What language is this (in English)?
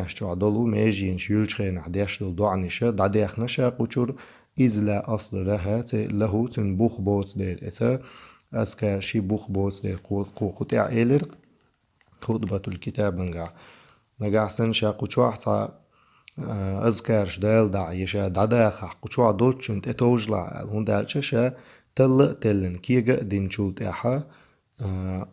Chechen